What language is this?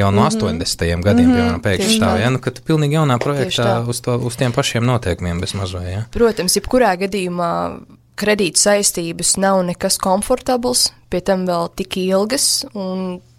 Latvian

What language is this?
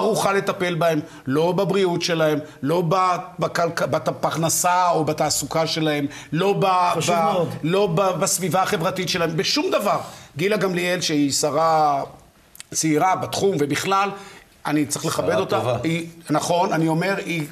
Hebrew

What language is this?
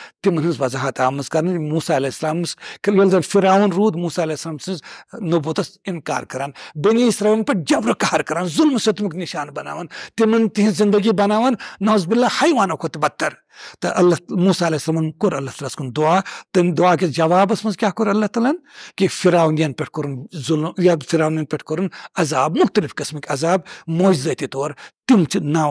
Kashmiri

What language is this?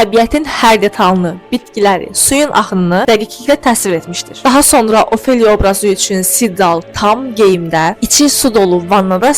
Azerbaijani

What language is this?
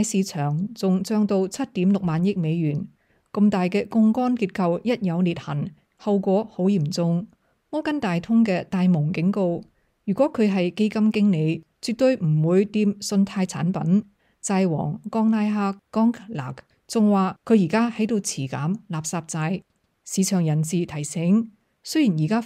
Cantonese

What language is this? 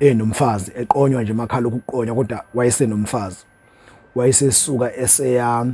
Zulu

